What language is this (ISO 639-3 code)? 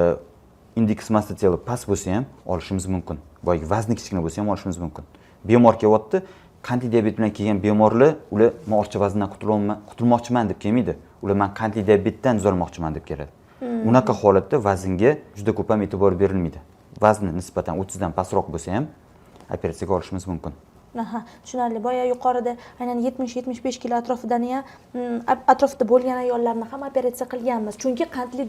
uzb